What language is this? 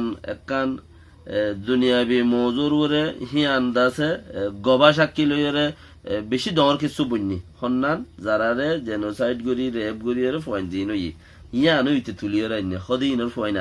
Rohingya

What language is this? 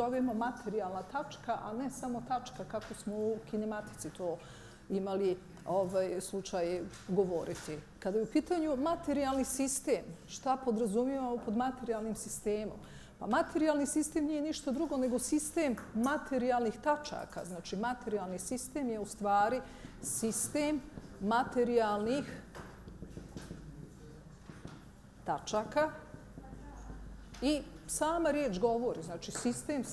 Bosnian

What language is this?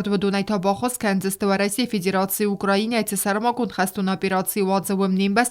Ossetic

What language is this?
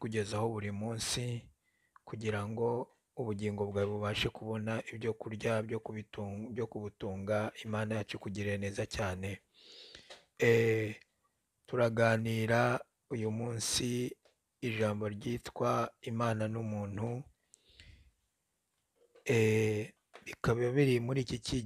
Kinyarwanda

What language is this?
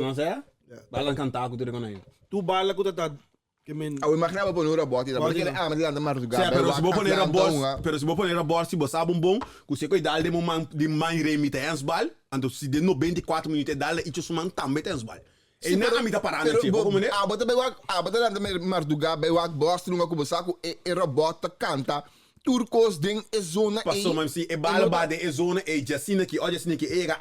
Papiamento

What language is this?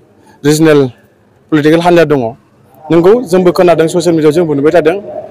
Bodo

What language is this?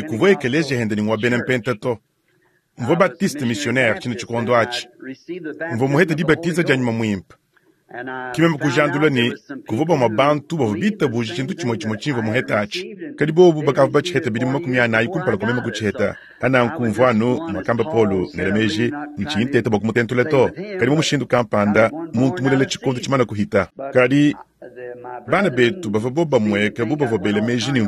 Luba-Lulua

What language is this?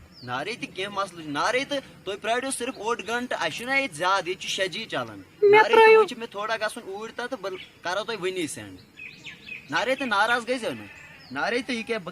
Kashmiri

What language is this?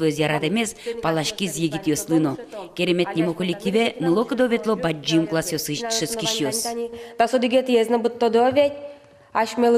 Udmurt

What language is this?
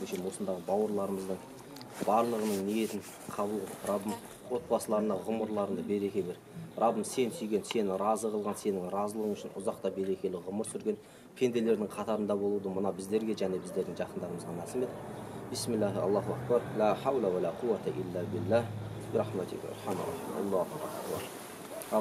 Kazakh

